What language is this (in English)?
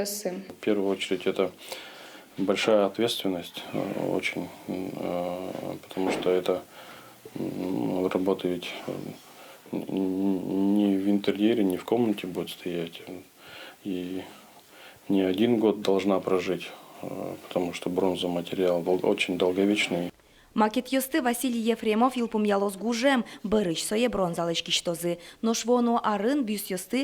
Udmurt